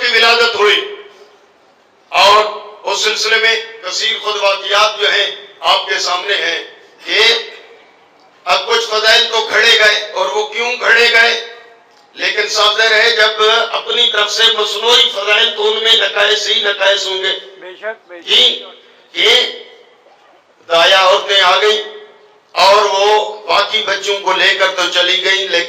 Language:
Urdu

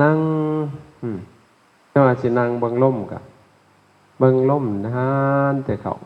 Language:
Lao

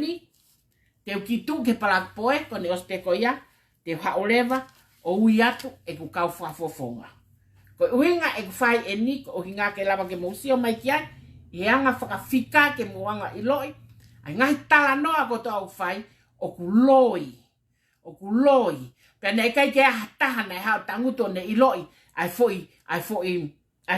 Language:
Tongan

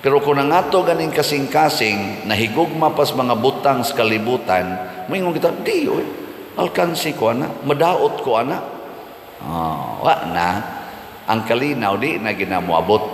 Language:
Cebuano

